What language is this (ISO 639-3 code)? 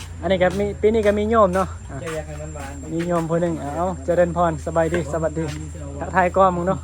tts